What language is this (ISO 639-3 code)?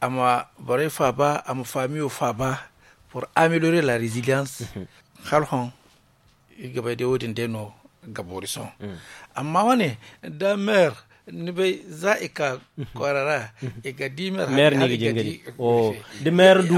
dje